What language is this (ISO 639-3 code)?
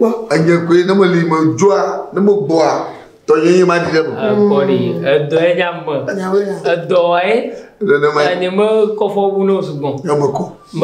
ewe